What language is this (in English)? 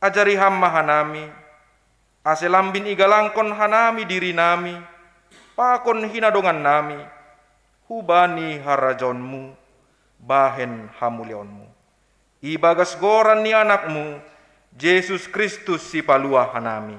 Batak Simalungun